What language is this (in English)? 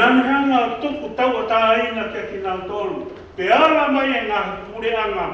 Tongan